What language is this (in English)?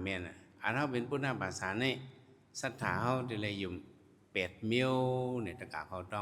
Shan